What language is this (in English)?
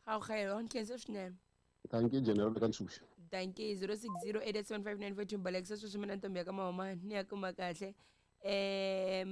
Tsonga